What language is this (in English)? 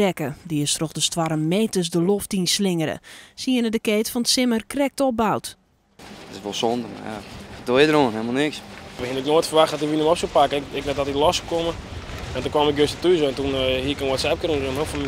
Western Frisian